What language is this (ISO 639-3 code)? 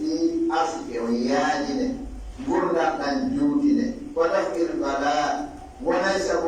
fuf